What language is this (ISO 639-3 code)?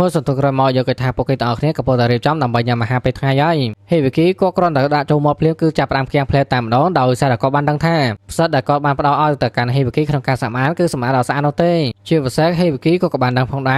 khm